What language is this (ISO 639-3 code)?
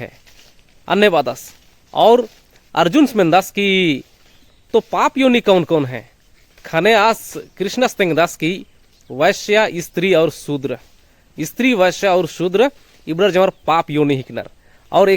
kru